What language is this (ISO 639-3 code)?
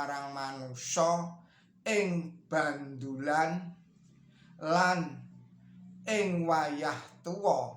jav